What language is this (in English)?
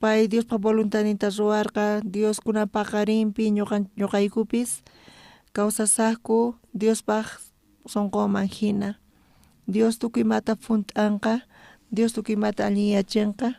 South Bolivian Quechua